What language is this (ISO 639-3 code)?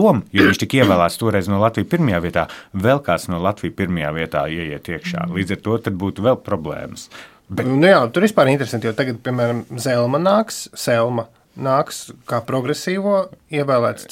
lav